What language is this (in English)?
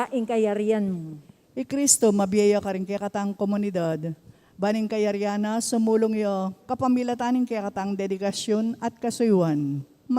Pampanga